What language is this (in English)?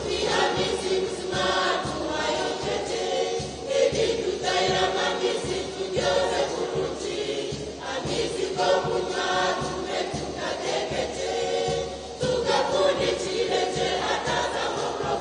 Nyankole